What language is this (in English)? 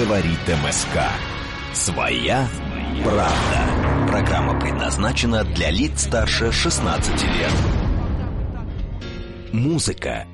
Russian